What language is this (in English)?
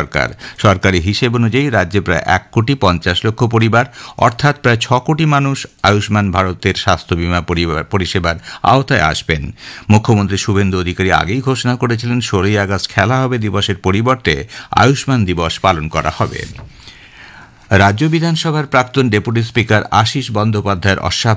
Bangla